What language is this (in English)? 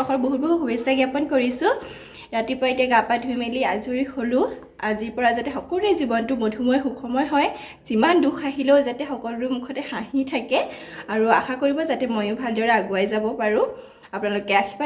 Assamese